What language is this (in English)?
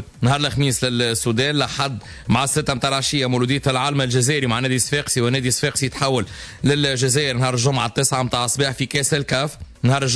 Tunisian Arabic